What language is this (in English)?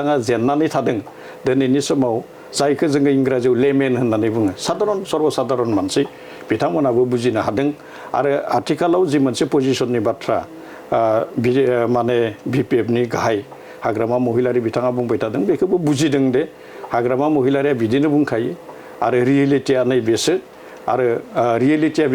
Bodo